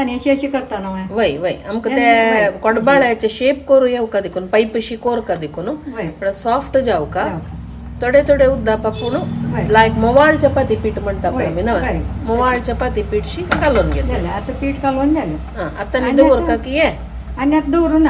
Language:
Konkani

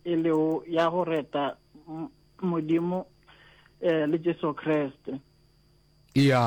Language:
Northern Sotho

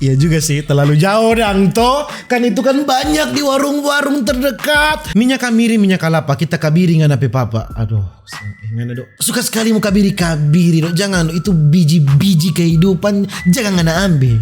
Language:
Manado Malay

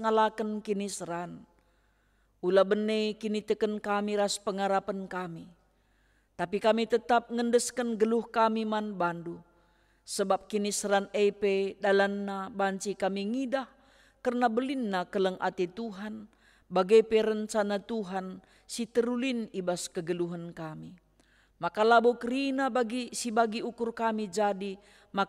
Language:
Batak Karo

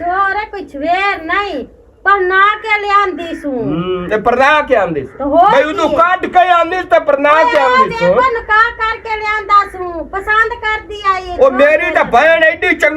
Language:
Western Panjabi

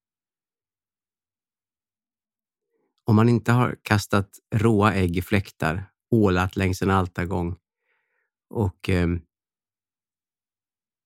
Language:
Swedish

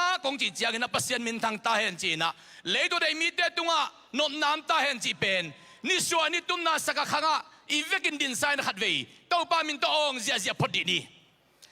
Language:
Tedim Chin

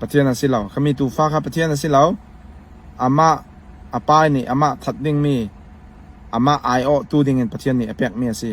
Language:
Falam Chin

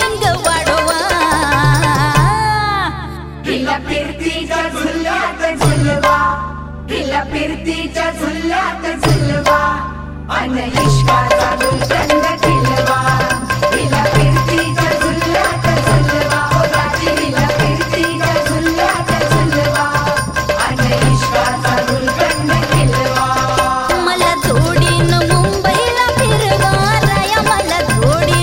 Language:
Marathi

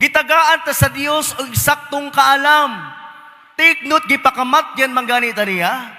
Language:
Cebuano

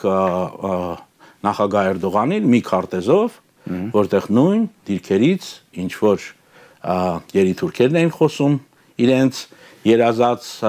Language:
Armenian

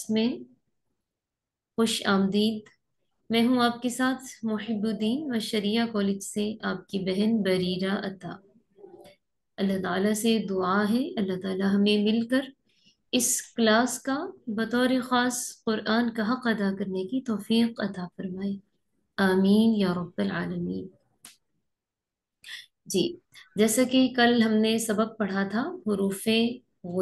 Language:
Urdu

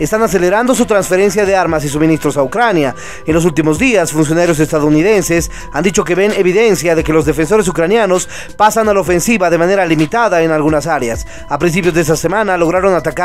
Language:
Spanish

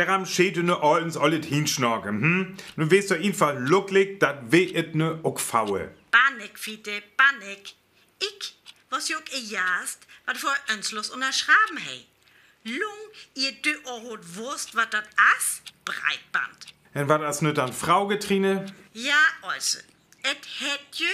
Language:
Northern Frisian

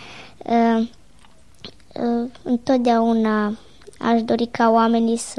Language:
Romanian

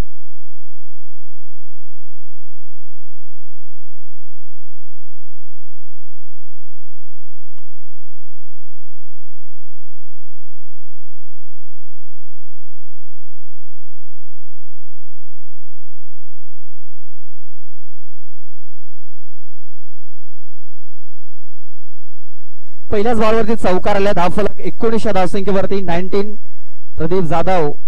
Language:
Marathi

